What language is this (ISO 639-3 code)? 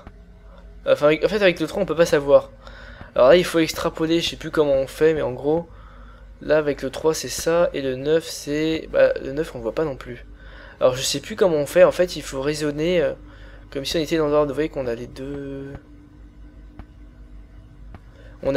fra